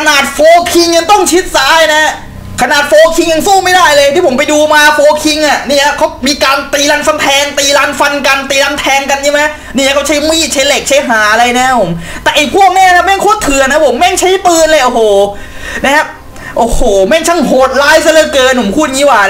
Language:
Thai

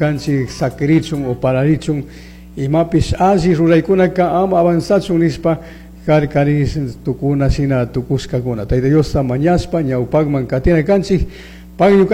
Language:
Chimborazo Highland Quichua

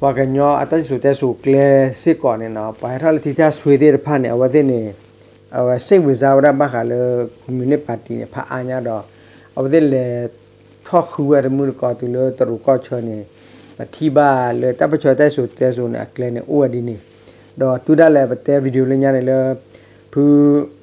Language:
S'gaw Karen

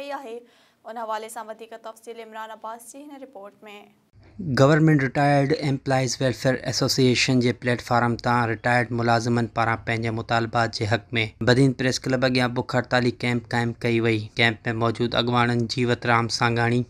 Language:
Sindhi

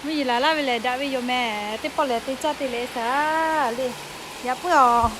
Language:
Lahu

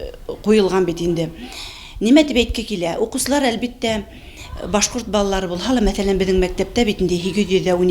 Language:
Bashkir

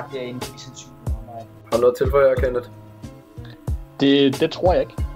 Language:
Danish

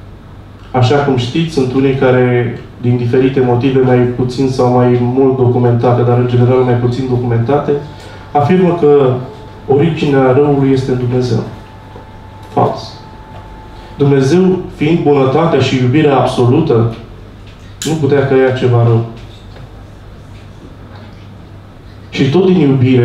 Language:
Romanian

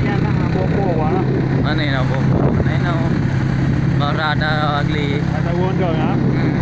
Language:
Achinese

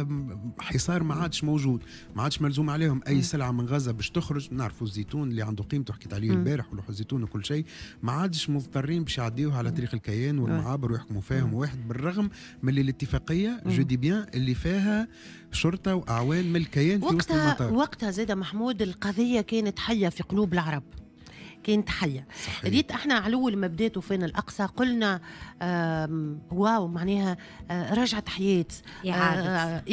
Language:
Tunisian Arabic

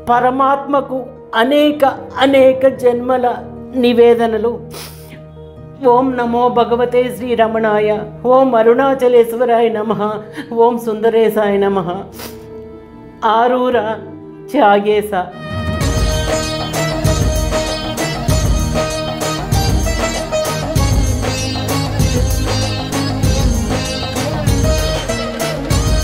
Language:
Telugu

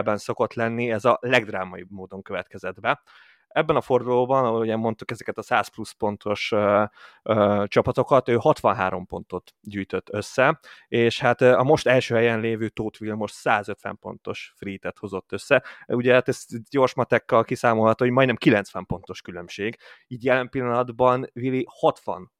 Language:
Hungarian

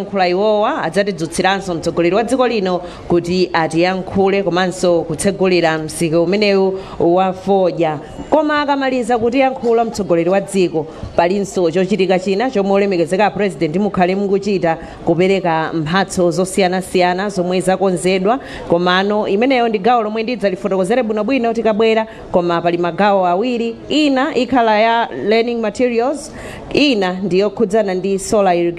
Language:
Nyanja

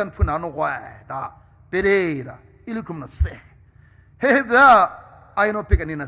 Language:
Poumei Naga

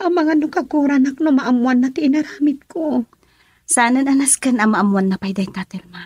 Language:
Iloko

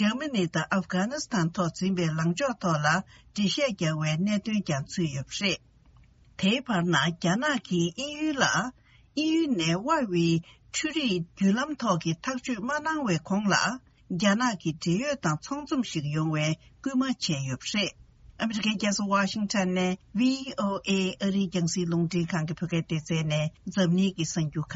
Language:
Tibetan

